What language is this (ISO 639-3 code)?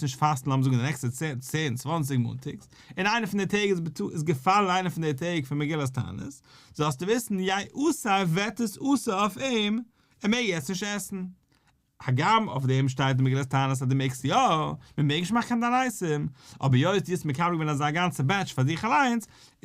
yid